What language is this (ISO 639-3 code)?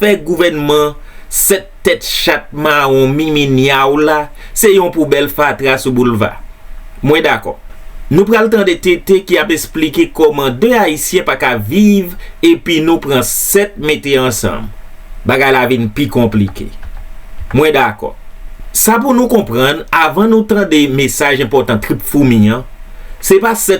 hat